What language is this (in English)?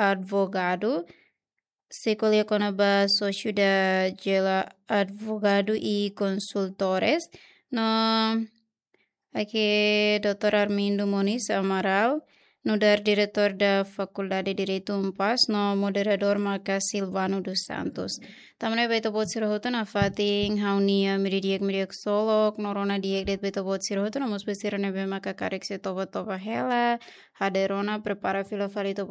Tetum